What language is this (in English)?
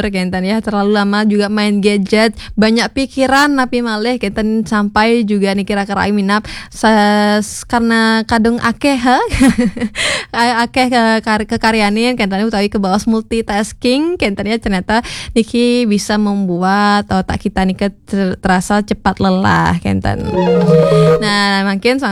Balinese